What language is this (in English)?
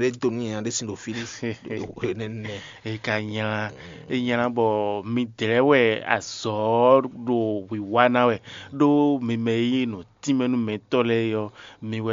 Fon